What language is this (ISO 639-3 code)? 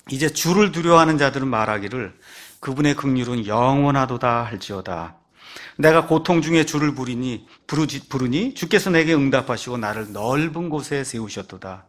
kor